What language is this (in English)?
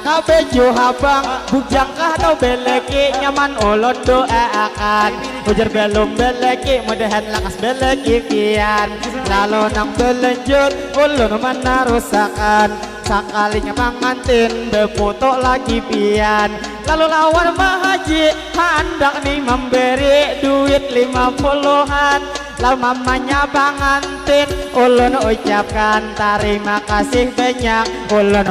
Banjar